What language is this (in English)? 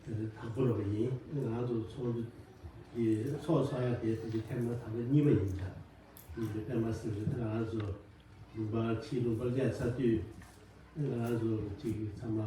Tibetan